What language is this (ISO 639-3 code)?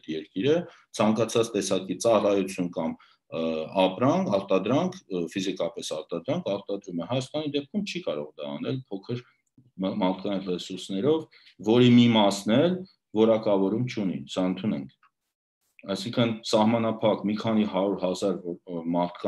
hye